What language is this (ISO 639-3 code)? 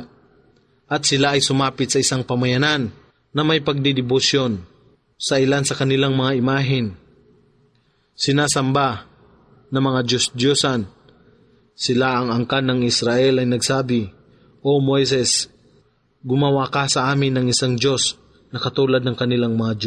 fil